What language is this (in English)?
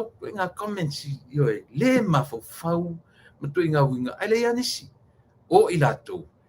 Samoan